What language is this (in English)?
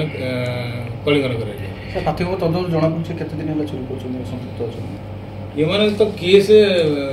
Odia